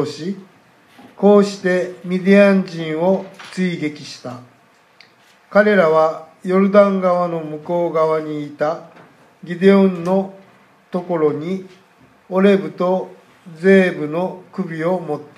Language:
Japanese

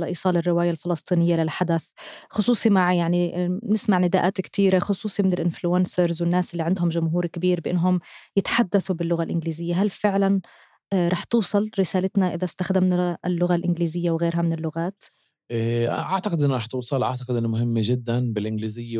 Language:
North Levantine Arabic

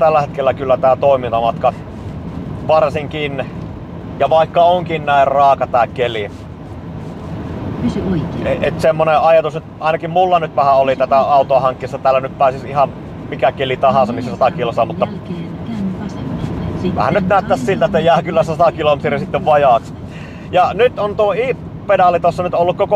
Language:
Finnish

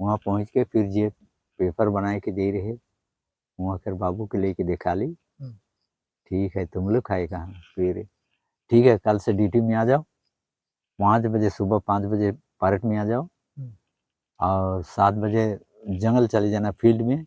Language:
Sadri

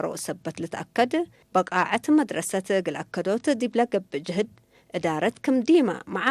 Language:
Tigre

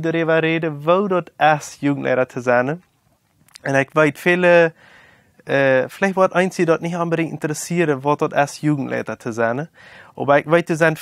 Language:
Plautdietsch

